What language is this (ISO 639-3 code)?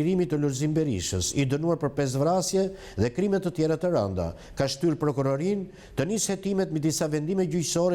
sqi